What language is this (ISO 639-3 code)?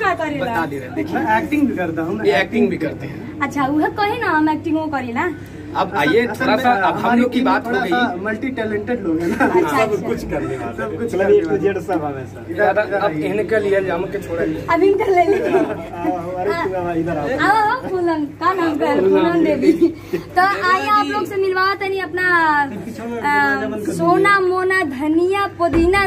bho